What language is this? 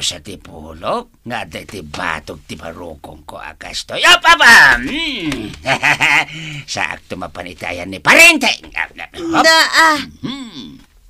Iloko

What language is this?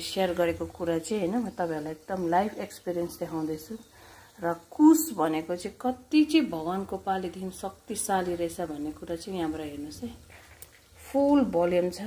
Nepali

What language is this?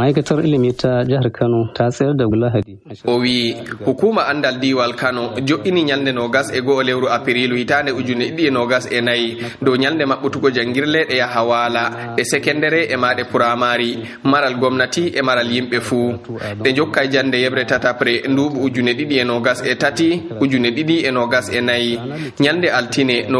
Nigerian Fulfulde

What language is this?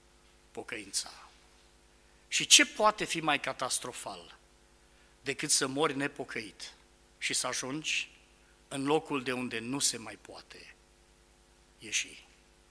Romanian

